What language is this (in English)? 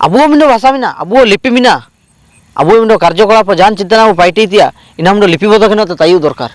Ho